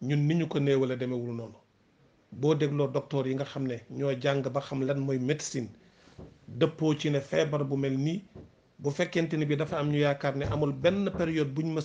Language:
Wolof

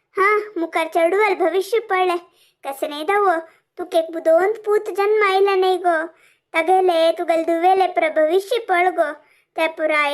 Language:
Konkani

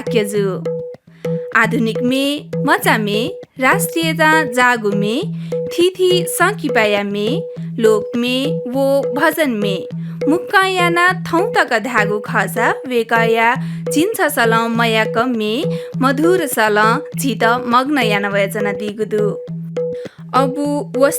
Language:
Newari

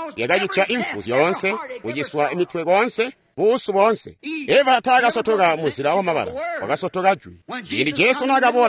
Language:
Tonga (Zambia)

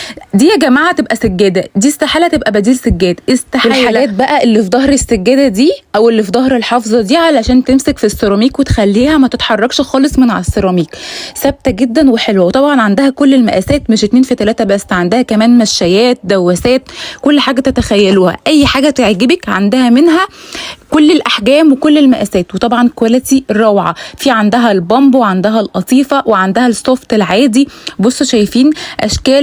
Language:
Egyptian Arabic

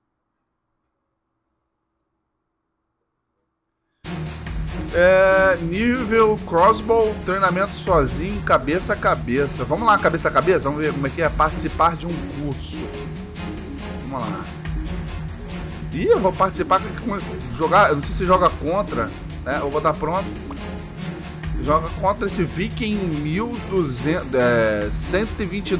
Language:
Portuguese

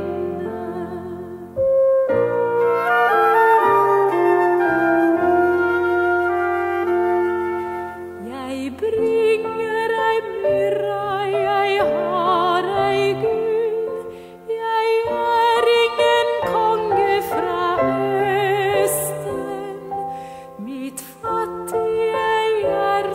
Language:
Norwegian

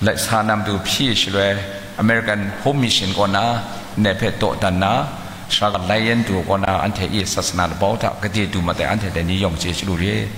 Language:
Kachin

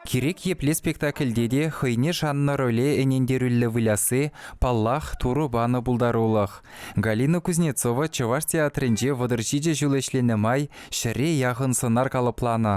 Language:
Chuvash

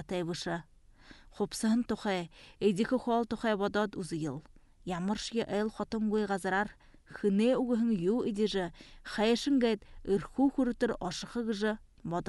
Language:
Buriat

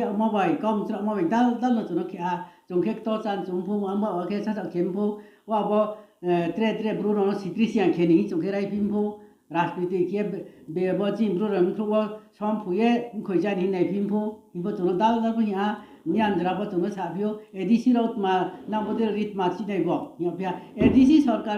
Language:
Riang (India)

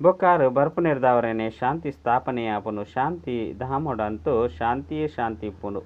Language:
Tulu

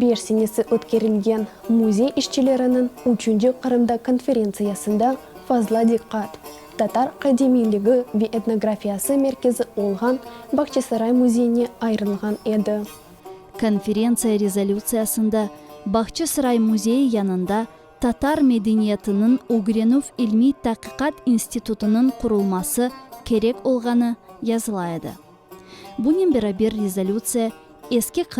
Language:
Crimean Tatar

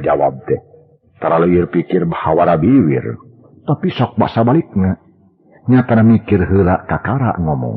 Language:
Sundanese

